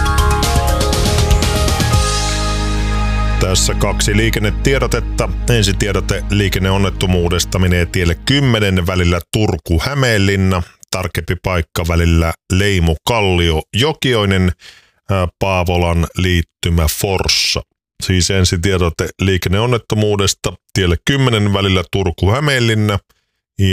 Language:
Finnish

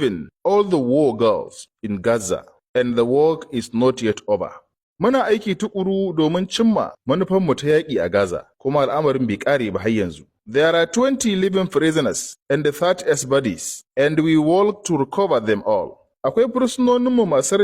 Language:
Hausa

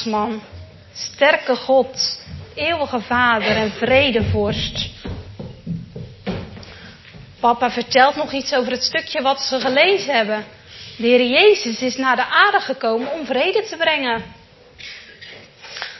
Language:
Dutch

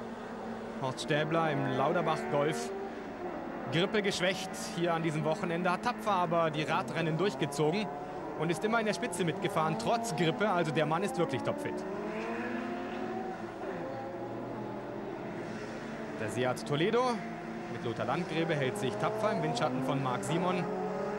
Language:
German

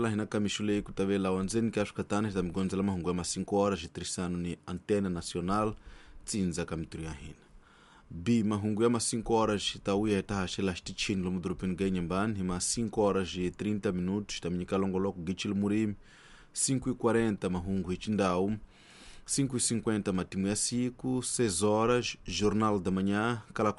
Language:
Tsonga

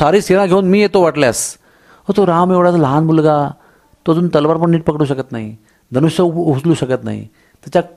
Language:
Marathi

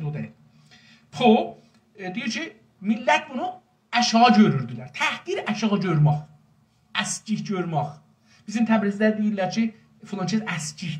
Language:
South Azerbaijani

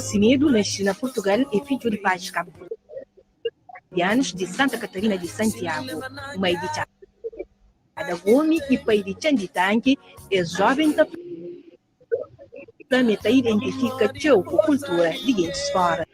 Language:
Kabuverdianu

